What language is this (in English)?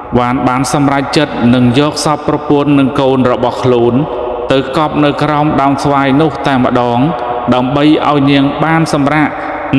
Khmer